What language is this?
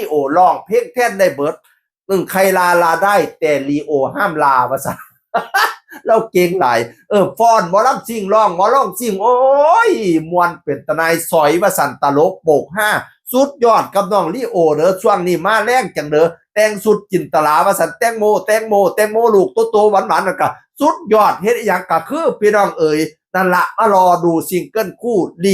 Northeastern Thai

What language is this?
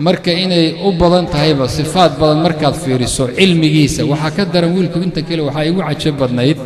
Somali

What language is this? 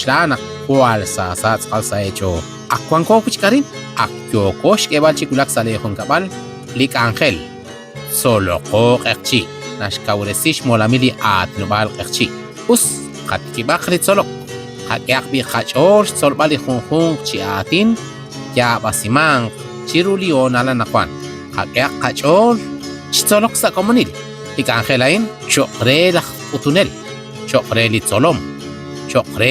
Kekchí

